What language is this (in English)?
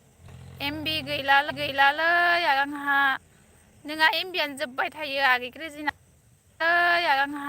Bodo